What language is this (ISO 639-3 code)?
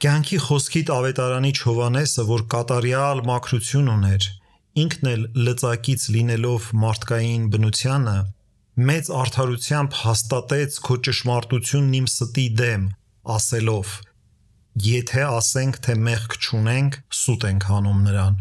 hye